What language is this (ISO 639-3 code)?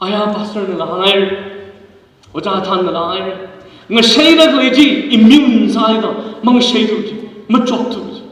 nmf